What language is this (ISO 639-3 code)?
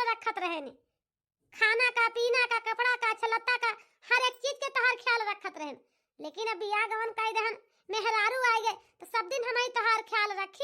awa